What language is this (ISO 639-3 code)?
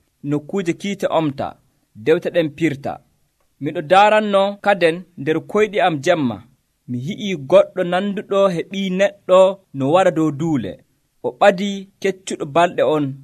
fuv